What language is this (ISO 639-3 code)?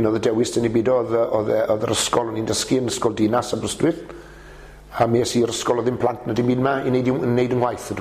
cym